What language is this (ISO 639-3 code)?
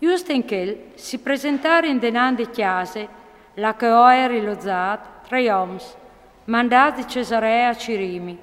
fur